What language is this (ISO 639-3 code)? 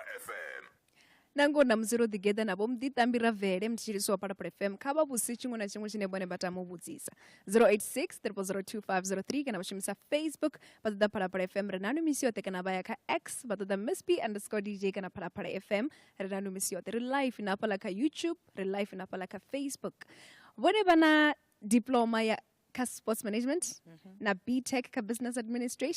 ven